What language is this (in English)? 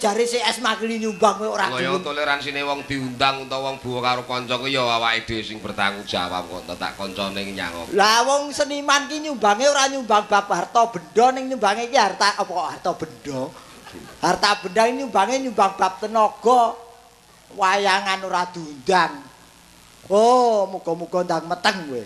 Javanese